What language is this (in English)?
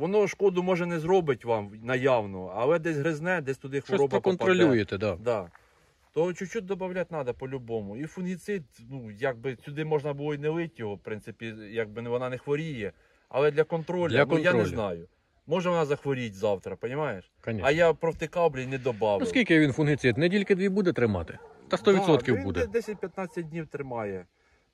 Ukrainian